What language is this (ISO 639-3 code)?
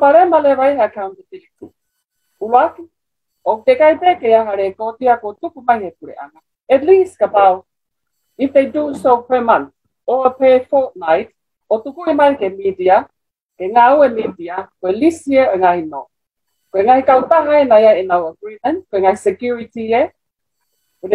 ton